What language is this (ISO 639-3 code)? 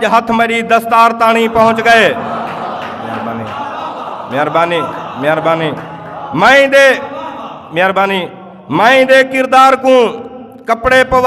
skr